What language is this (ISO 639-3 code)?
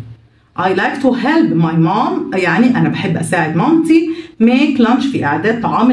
arz